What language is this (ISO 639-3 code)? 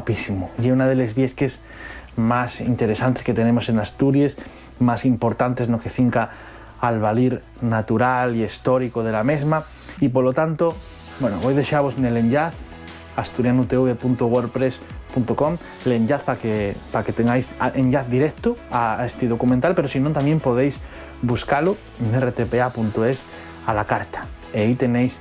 ast